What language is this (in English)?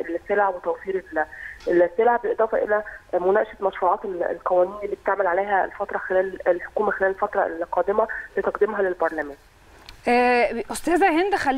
Egyptian Arabic